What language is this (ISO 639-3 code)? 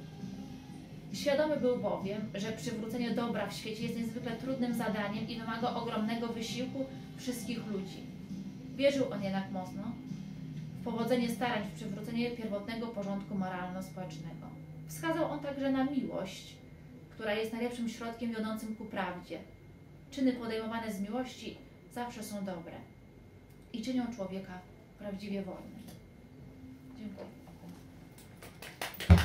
pol